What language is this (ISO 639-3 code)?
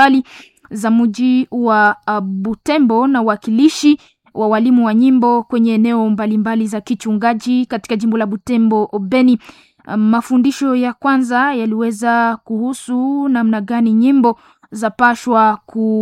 swa